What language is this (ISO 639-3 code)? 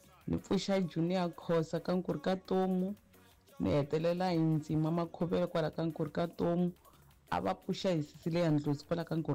tso